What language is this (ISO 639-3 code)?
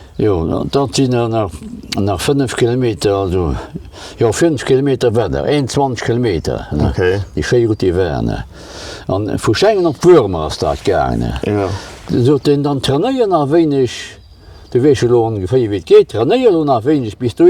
ltz